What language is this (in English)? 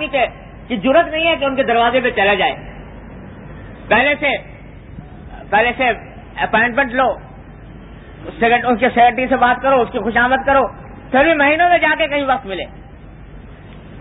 Urdu